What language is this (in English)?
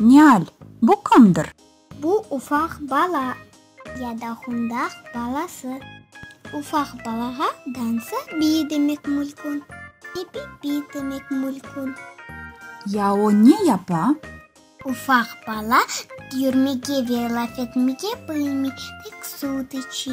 Crimean Tatar